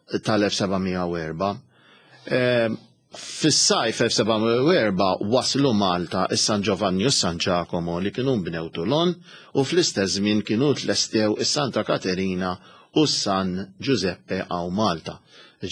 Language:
Maltese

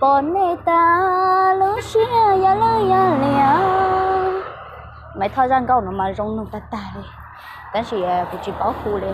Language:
Hmong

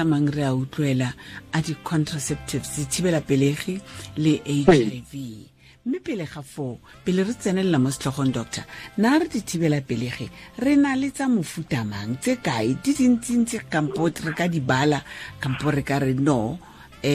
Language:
Tswana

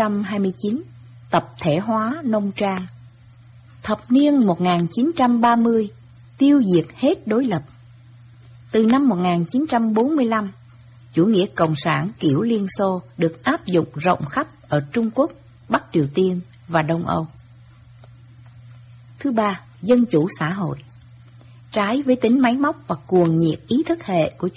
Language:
Vietnamese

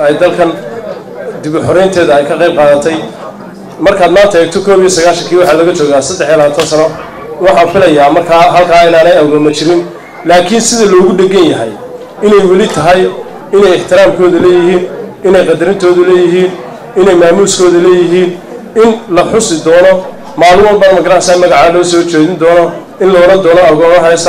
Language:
Somali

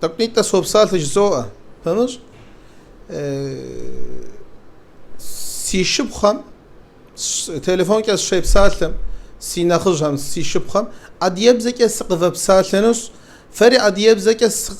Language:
Kabardian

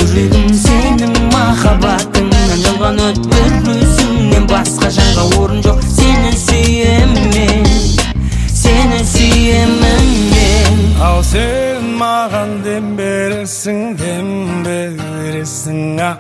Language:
Kazakh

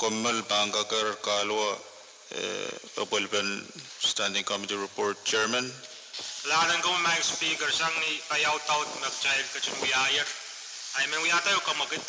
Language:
Pohnpeian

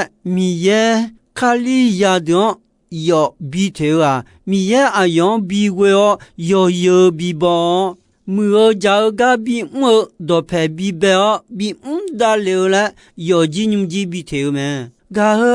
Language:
Akha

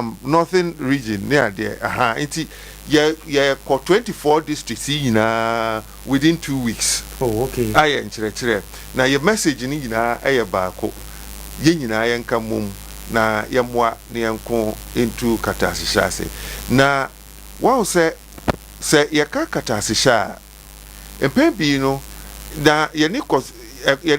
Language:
Akan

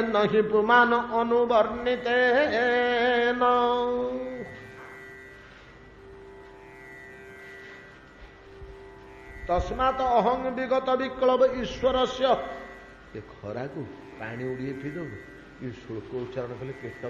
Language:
Odia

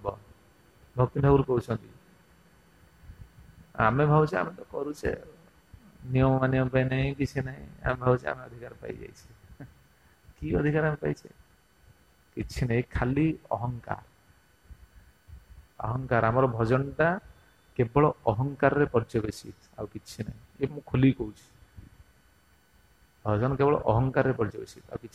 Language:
Odia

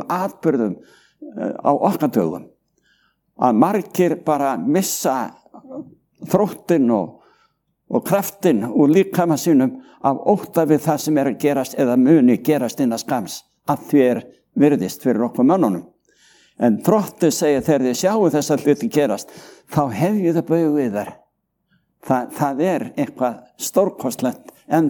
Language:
Icelandic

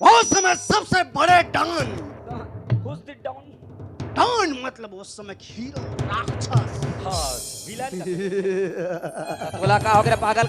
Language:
Chhattisgarhi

